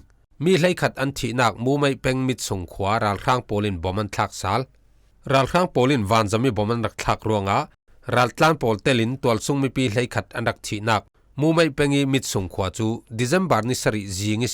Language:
Falam Chin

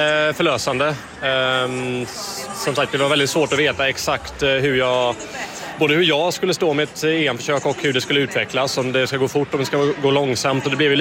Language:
Swedish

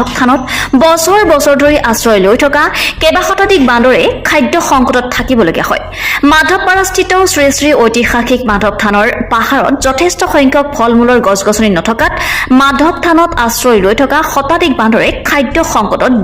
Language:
Assamese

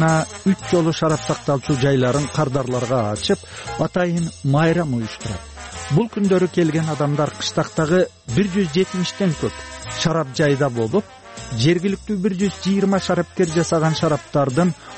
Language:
Kyrgyz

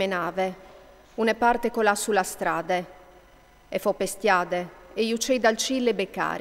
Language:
Friulian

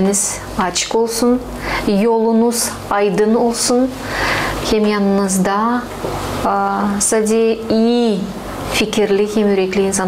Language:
Gagauz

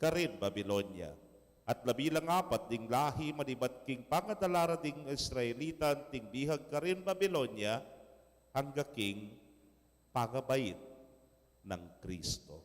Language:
Pampanga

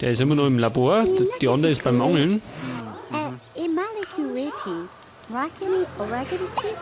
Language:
Bavarian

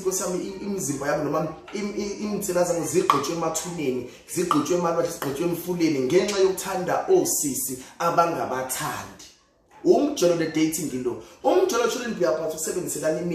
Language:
Zulu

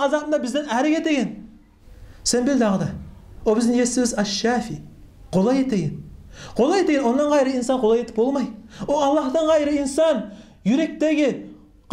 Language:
Kumyk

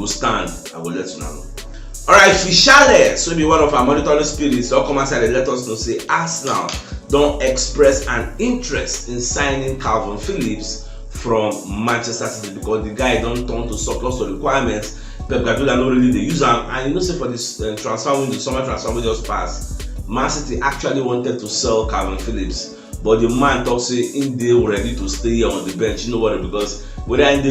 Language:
Nigerian Pidgin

